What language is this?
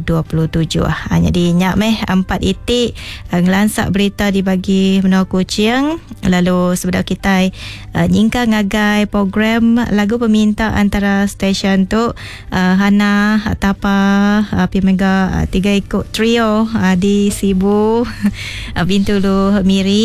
Iban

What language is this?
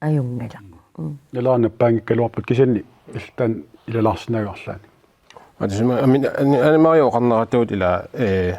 Kalaallisut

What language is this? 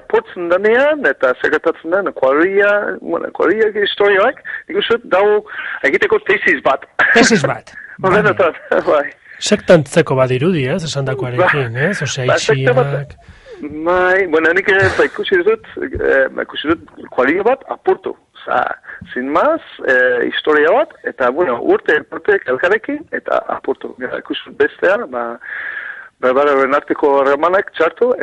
Basque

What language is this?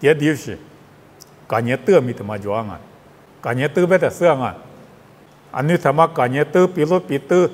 Lisu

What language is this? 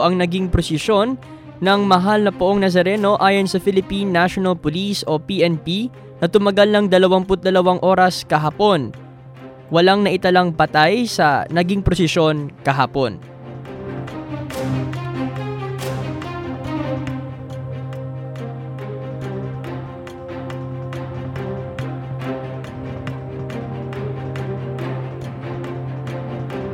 Filipino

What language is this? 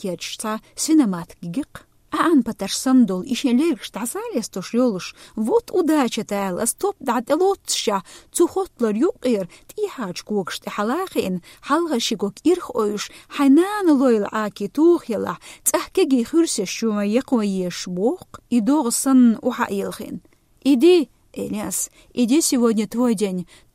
Chechen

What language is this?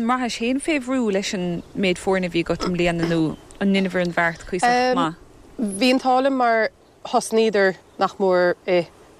Irish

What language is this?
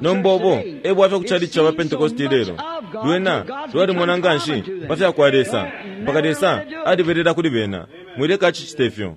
Bemba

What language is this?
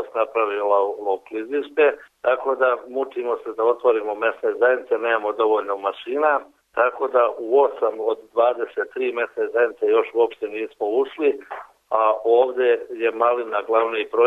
Serbian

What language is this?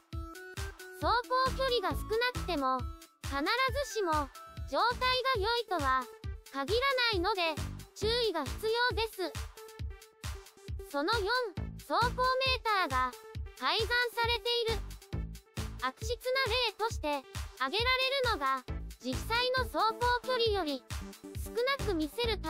Japanese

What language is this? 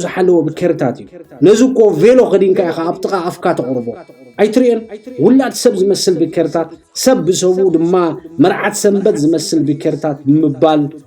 Tigrinya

